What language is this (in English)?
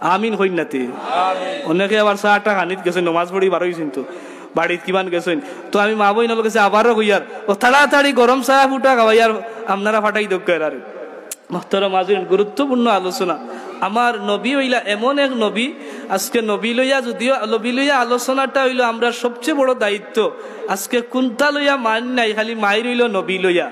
Sylheti